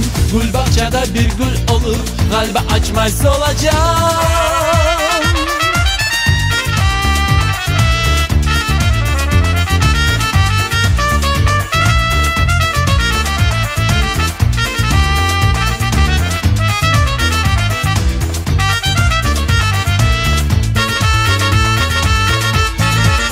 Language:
Turkish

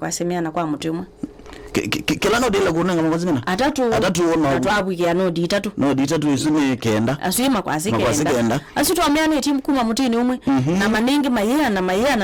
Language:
Kamba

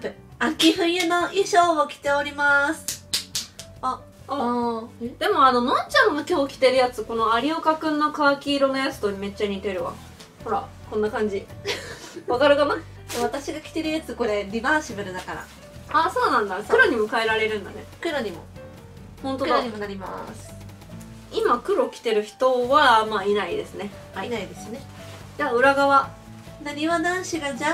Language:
Japanese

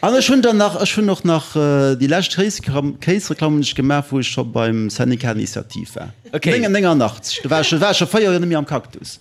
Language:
Luxembourgish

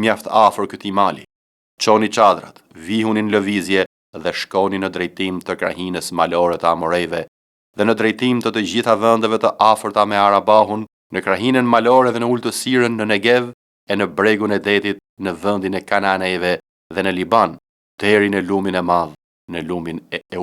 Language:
Albanian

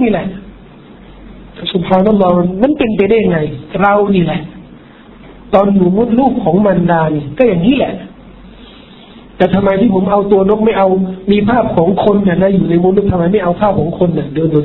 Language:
Thai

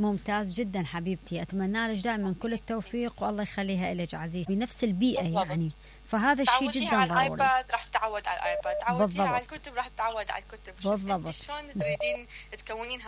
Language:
Mesopotamian Arabic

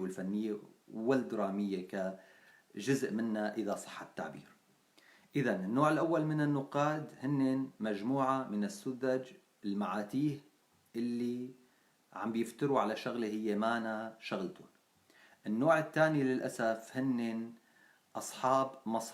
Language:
North Levantine Arabic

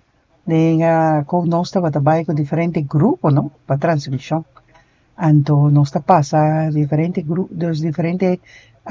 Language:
Papiamento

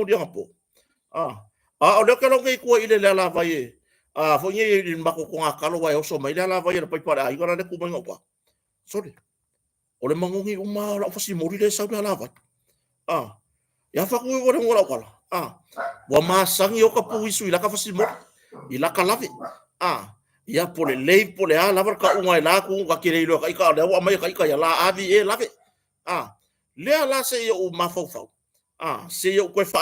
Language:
Samoan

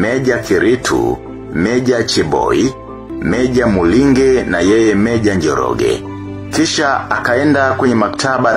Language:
Swahili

